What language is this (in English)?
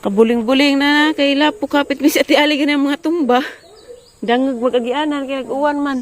Cebuano